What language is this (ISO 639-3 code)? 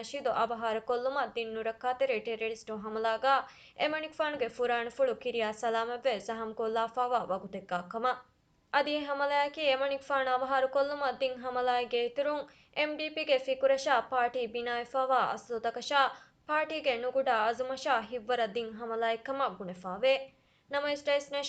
div